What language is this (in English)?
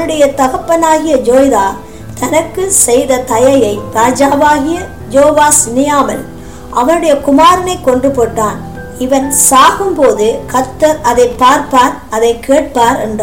Tamil